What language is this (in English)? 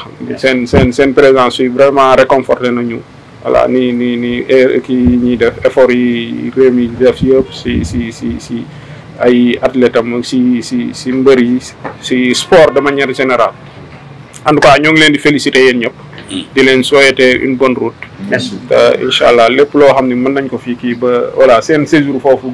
Wolof